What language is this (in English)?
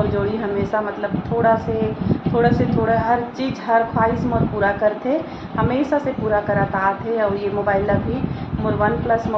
Chhattisgarhi